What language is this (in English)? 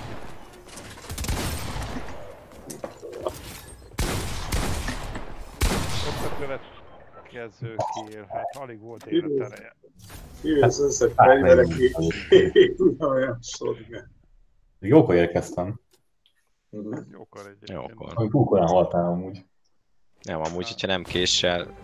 Hungarian